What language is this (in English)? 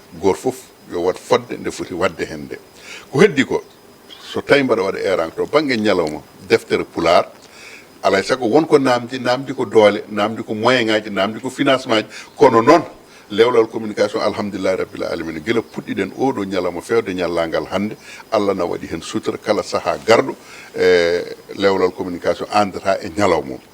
Fula